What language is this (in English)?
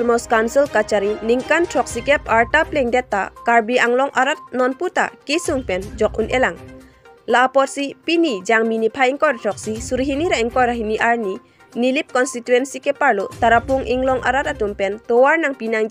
Karbi